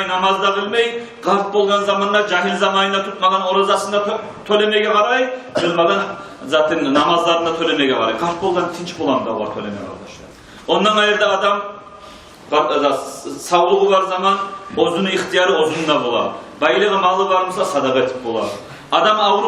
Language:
Kumyk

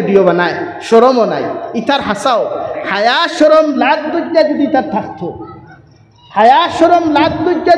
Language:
Sylheti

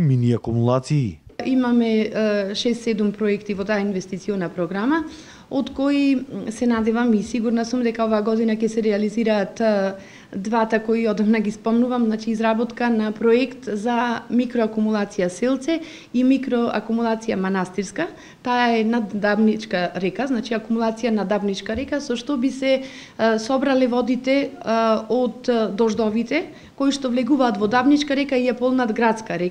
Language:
Macedonian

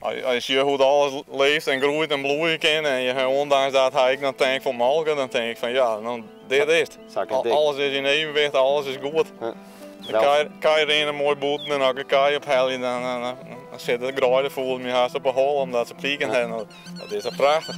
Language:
Western Frisian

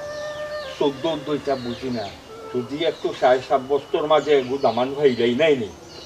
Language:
Sylheti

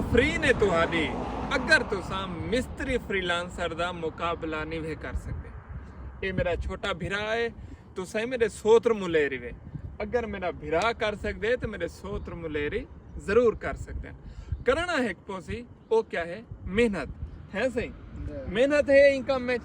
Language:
Saraiki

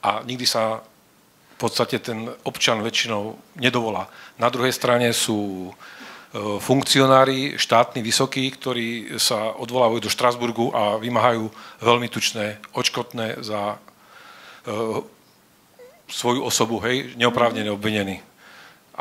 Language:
Slovak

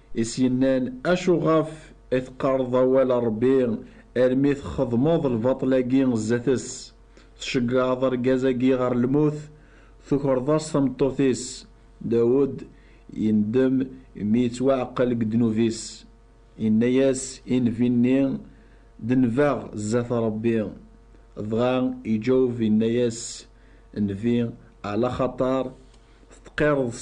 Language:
Kabyle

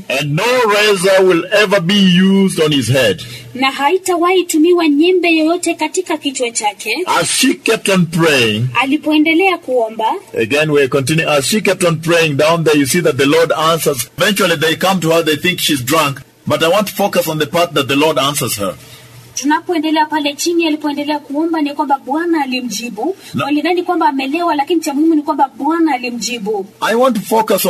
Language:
Swahili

